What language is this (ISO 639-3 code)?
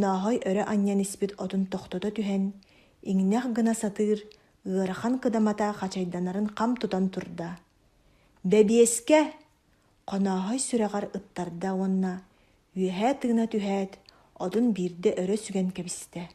sah